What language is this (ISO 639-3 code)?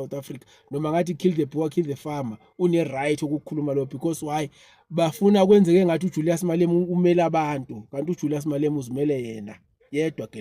zul